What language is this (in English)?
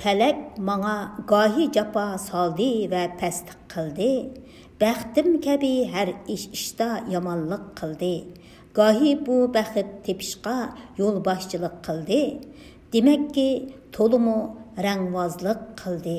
Uyghur